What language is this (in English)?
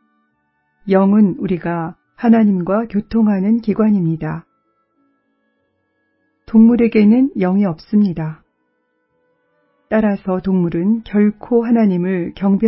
Korean